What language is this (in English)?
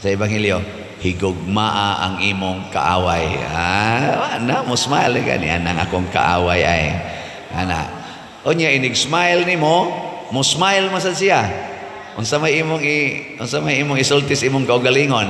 Cebuano